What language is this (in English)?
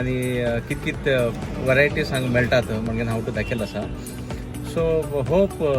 Konkani